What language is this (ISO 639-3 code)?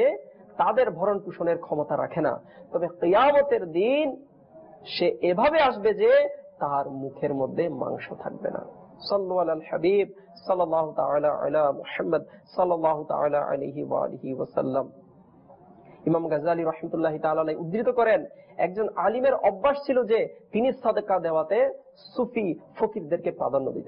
ben